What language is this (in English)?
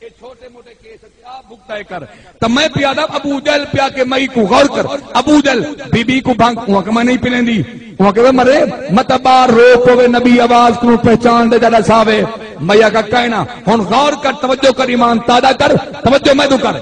Saraiki